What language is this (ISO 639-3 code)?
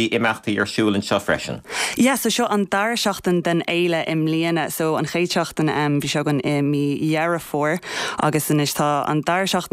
gle